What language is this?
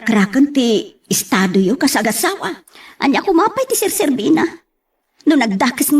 Iloko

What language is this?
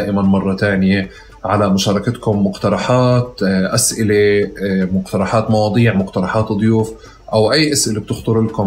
North Levantine Arabic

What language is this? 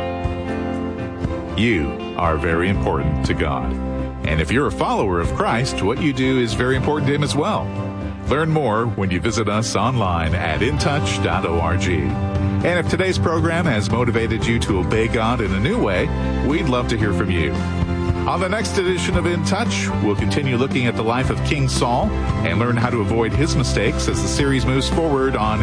English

